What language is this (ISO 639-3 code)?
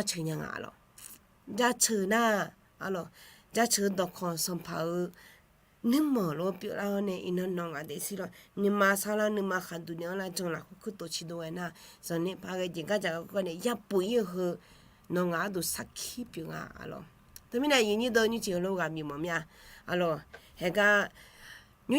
ahk